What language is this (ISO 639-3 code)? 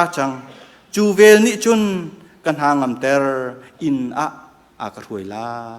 cnh